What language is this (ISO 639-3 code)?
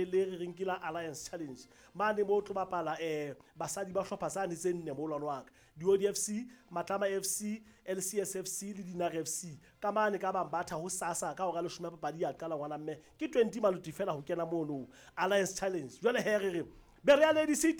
sot